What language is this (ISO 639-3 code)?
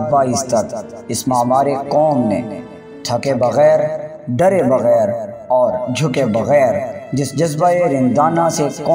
urd